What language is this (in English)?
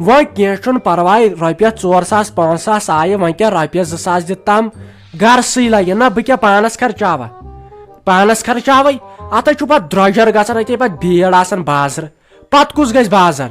Kashmiri